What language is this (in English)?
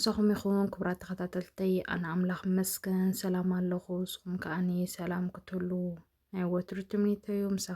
Tigrinya